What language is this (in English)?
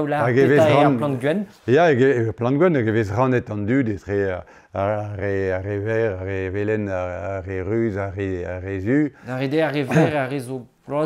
Breton